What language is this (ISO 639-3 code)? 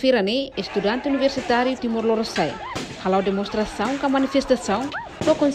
tet